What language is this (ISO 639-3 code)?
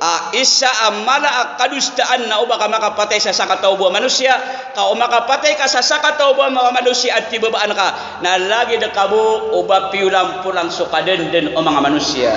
mrw